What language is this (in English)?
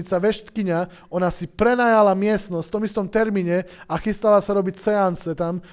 Slovak